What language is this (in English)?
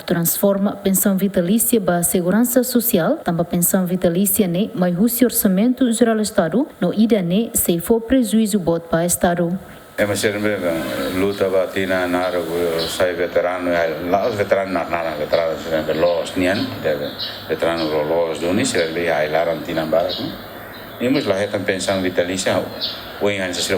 Tetum